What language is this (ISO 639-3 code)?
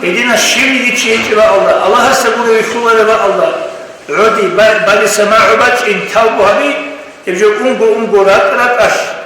ava